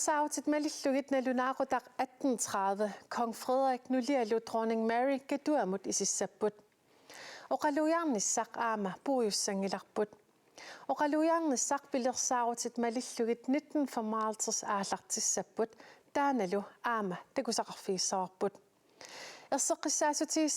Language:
Kalaallisut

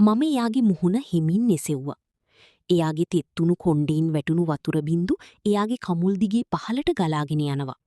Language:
Sinhala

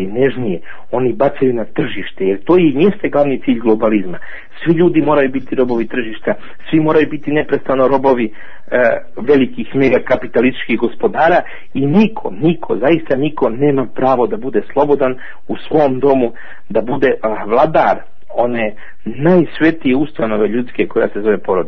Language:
Serbian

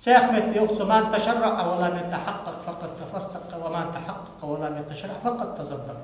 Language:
Ingush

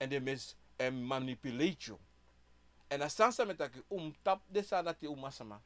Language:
Sranan Tongo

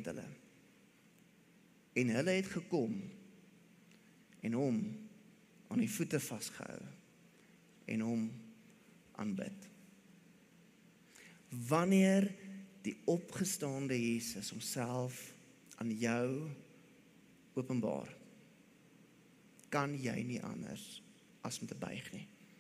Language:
Afrikaans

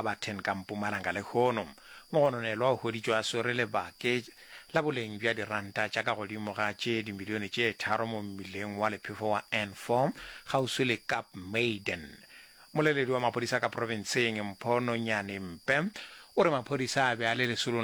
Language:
Northern Sotho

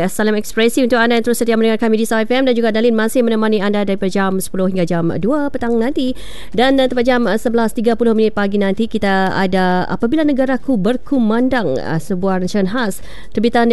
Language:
Malay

